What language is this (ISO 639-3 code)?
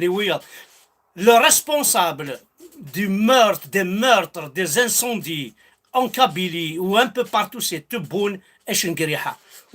kab